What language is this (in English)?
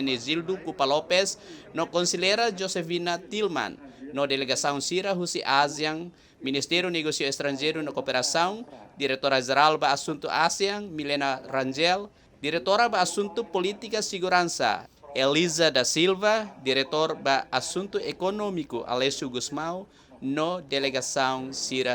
Tetum